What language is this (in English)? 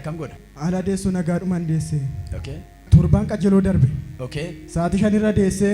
Oromo